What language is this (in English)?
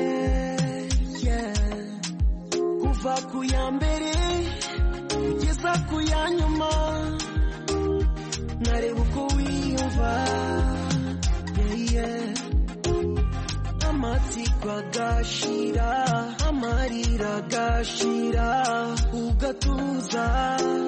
Kinyarwanda